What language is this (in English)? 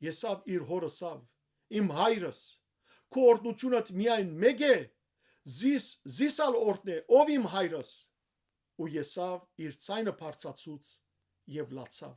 Western Armenian